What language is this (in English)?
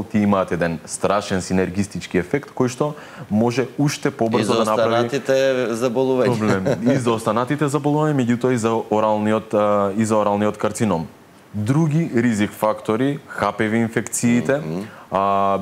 Macedonian